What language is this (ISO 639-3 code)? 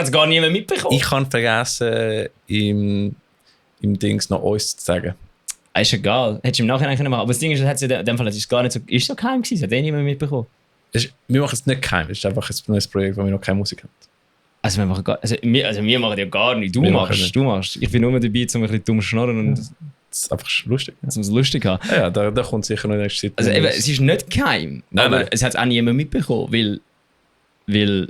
gsw